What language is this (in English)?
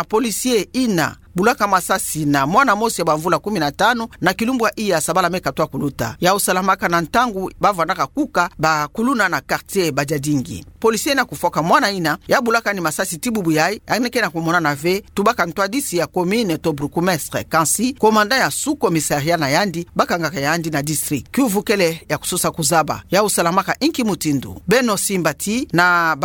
Kituba (Democratic Republic of Congo)